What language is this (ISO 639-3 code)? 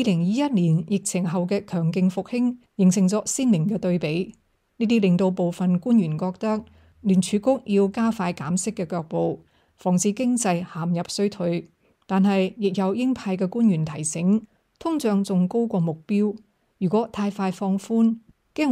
yue